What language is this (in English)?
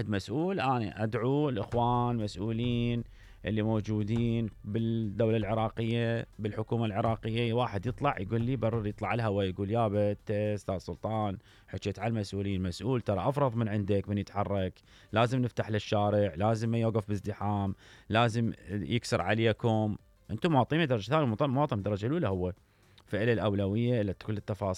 Mesopotamian Arabic